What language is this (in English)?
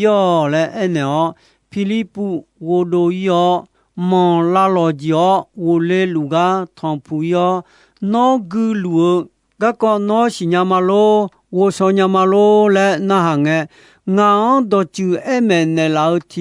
Akha